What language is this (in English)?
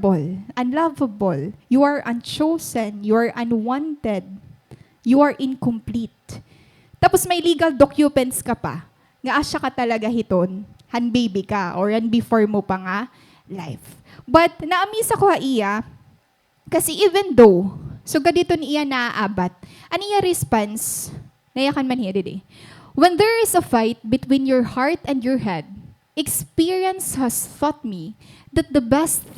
Waray